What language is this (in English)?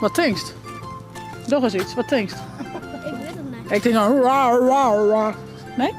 Western Frisian